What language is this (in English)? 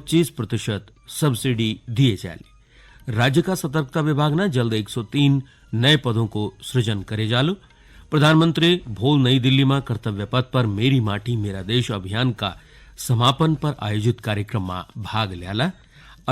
Garhwali